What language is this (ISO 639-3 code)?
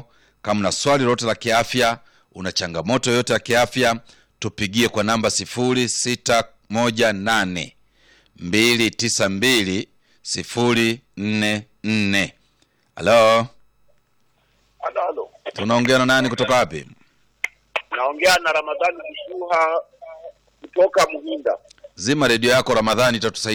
swa